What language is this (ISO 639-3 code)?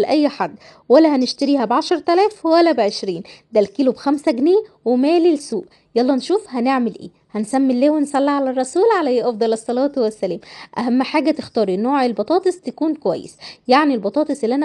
arz